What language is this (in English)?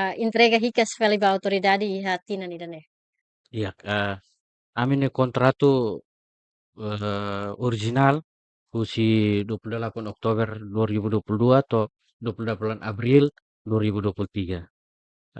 Tetum